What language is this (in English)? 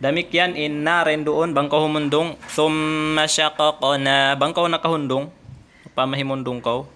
Tausug